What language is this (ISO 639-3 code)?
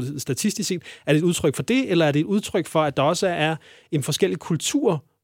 dan